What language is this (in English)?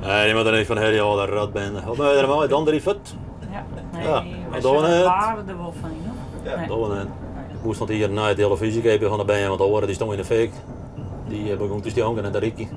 Western Frisian